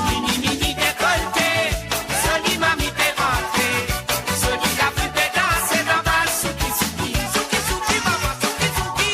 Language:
Morisyen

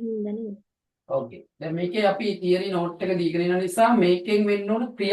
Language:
Sinhala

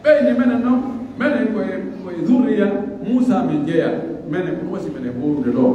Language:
Pular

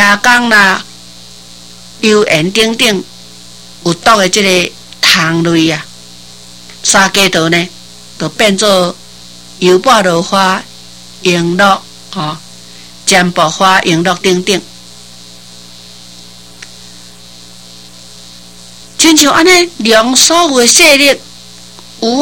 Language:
Min Nan Chinese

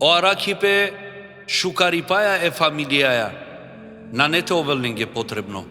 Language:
Balkan Romani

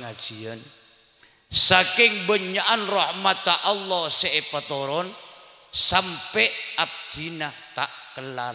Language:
Madurese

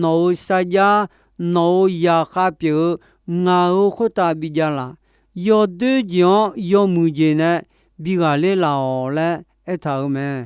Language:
Akha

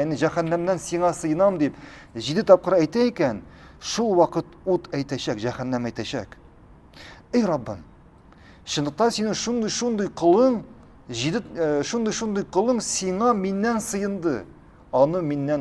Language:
Tatar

